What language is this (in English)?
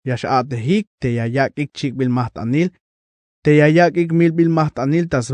Tzeltal